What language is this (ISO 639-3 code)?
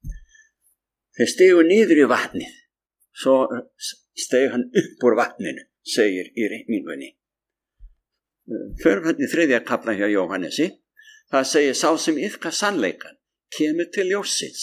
isl